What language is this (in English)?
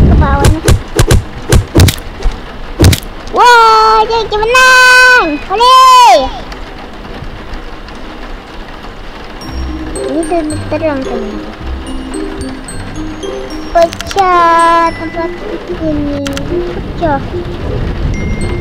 Indonesian